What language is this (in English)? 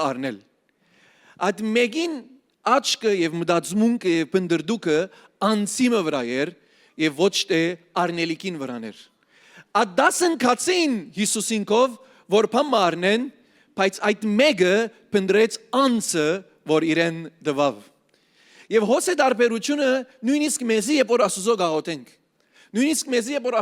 Western Armenian